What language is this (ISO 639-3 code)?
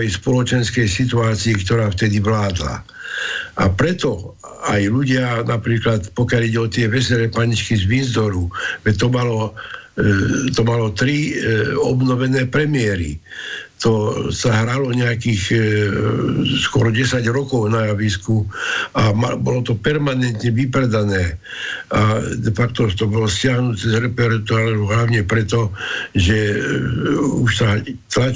slk